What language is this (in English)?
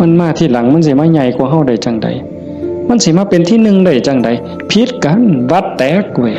Northeastern Thai